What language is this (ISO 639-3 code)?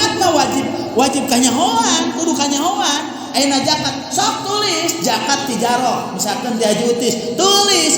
sun